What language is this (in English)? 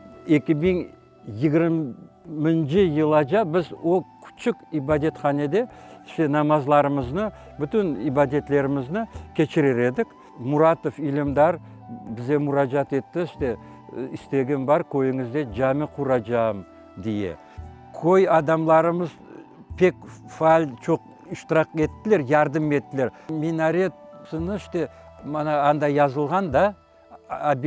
Crimean Tatar